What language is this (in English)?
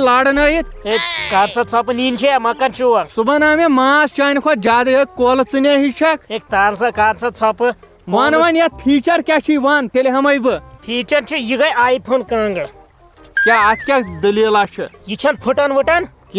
Kashmiri